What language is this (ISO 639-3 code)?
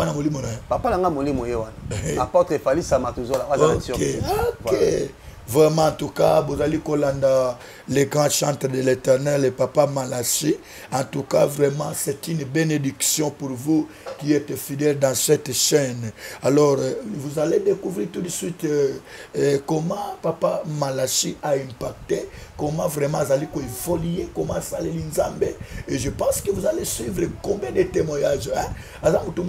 lin